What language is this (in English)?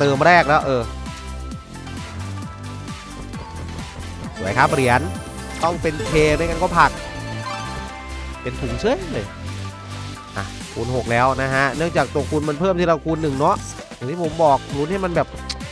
Thai